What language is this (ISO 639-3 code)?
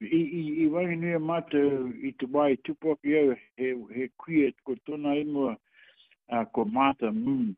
mri